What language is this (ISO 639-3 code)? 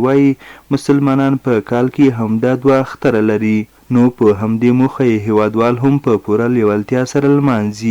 pus